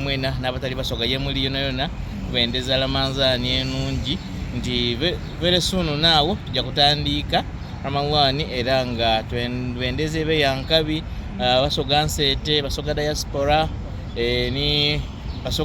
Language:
Soga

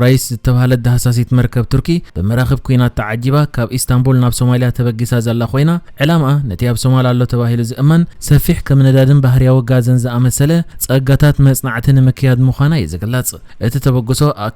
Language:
Tigrinya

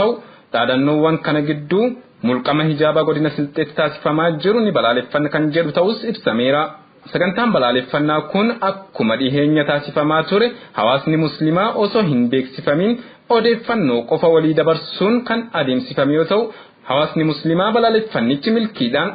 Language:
Oromo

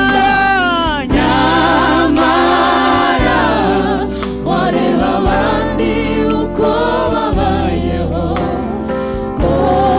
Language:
Kinyarwanda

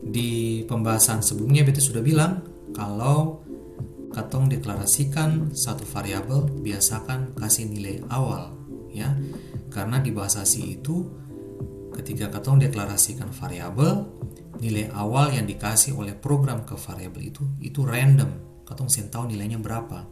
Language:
Ambonese Malay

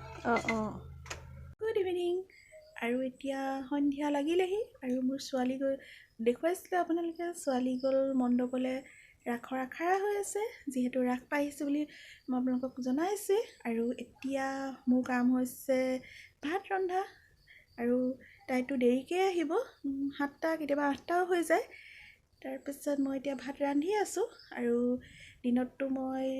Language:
Assamese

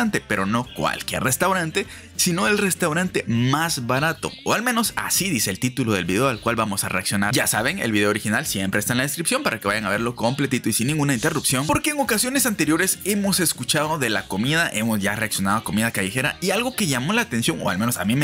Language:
Spanish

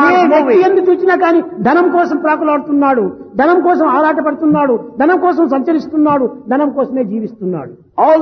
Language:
Telugu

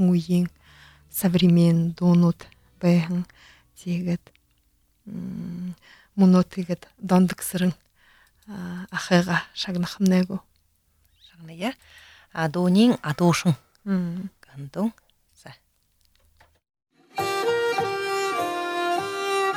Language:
Buriat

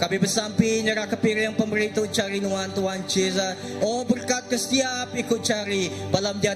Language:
Iban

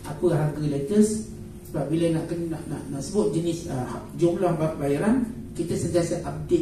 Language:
Malay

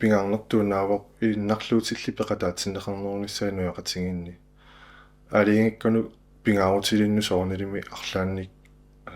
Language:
Kalaallisut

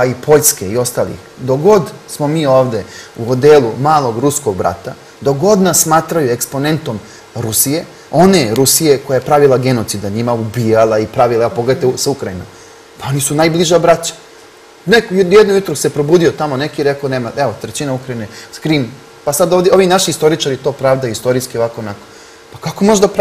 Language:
Serbian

